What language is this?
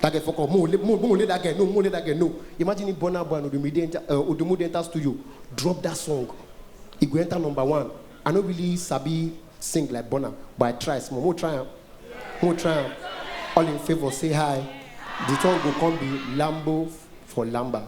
Nigerian Pidgin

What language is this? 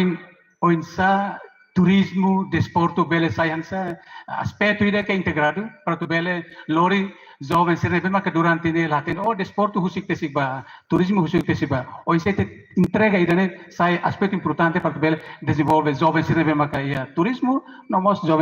Tetum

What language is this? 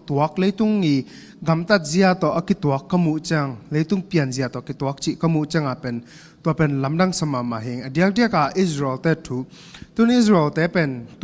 Tedim Chin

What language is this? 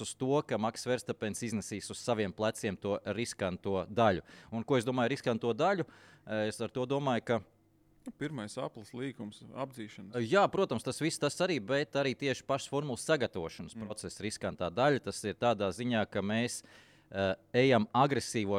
Latvian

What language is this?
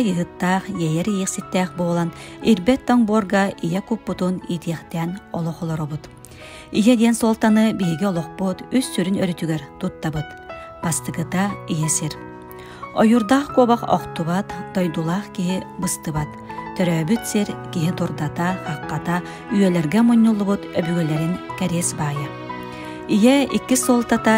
Yakut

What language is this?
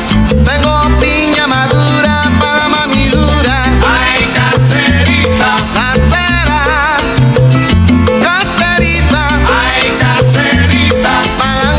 Spanish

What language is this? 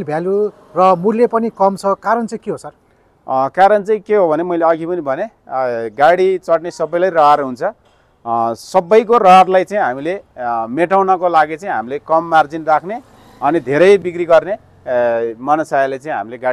Nepali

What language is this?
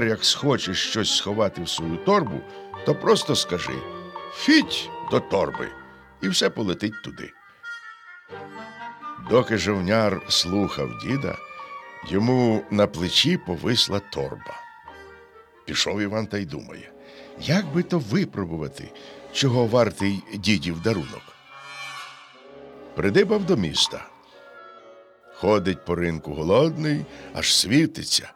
Ukrainian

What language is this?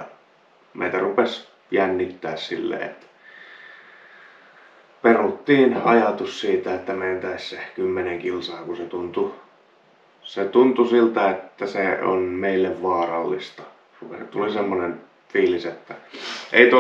Finnish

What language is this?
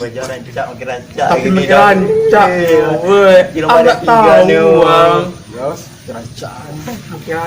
Minangkabau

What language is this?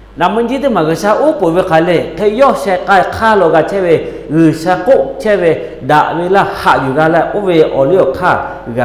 Lahu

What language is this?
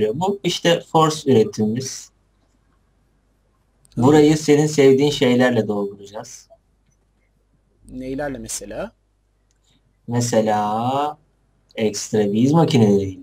Turkish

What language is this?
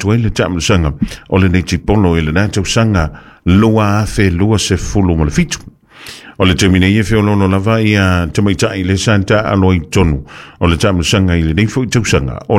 Samoan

